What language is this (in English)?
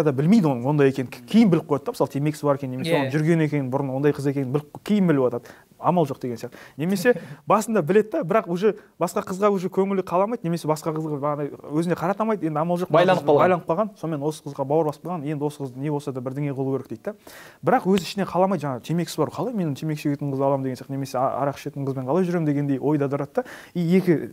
Kazakh